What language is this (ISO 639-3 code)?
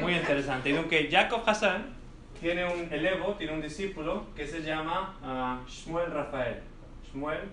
lad